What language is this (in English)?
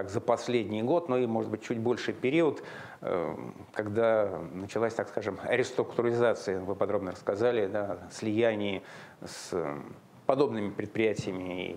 Russian